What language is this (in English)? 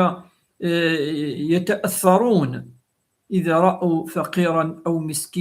Kabyle